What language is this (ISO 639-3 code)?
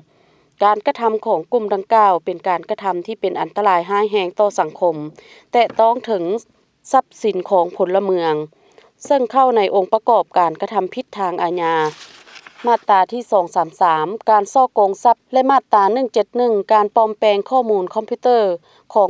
lao